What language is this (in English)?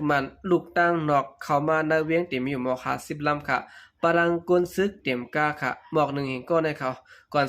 Shan